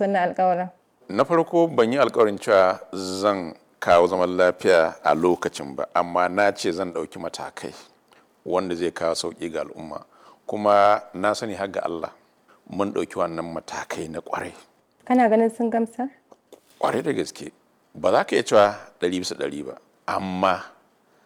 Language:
Hausa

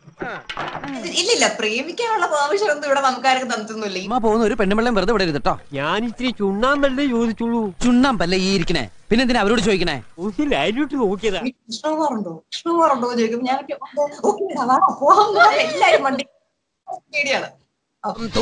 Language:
Malayalam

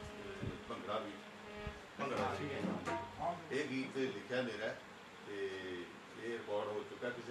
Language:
Punjabi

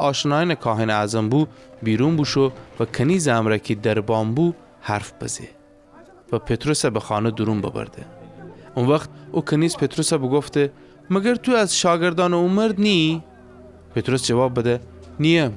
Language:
Gilaki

